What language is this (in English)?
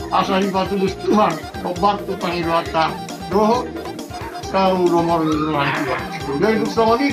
Batak Toba